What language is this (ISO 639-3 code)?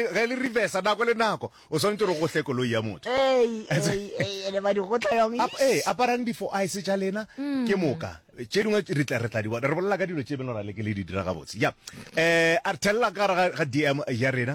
nso